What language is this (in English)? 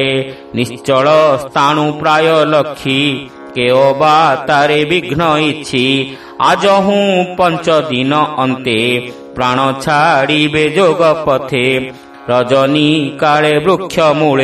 Odia